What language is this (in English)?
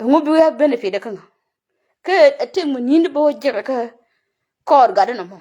Nuer